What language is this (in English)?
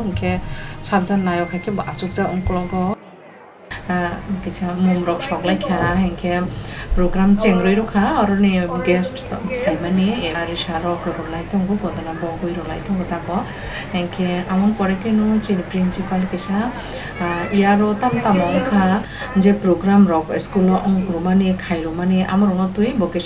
Kok Borok